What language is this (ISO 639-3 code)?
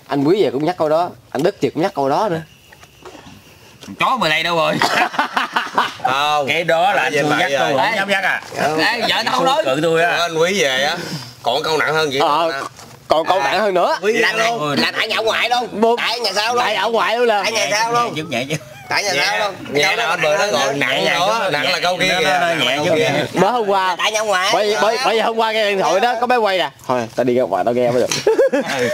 vie